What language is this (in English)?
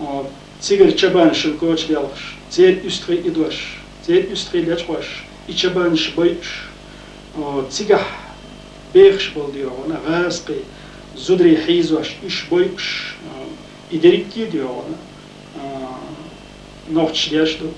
Chechen